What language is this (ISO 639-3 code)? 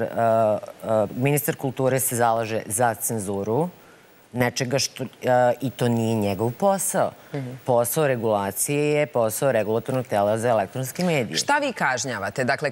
srp